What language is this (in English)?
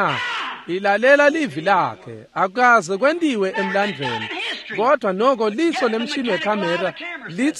Swati